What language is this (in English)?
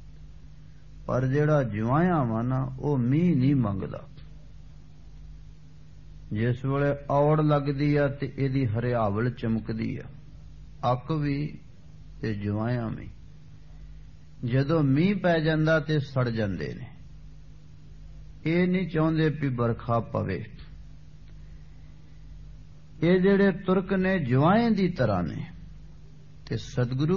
Punjabi